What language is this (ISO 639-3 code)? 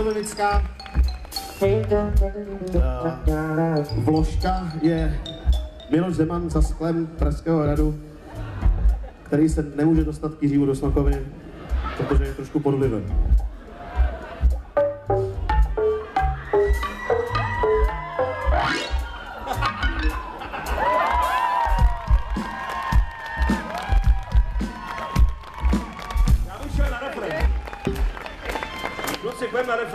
ces